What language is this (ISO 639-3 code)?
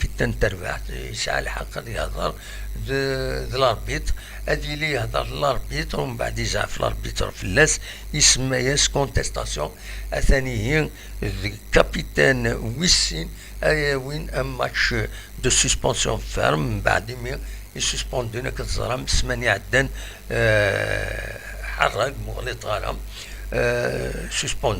kab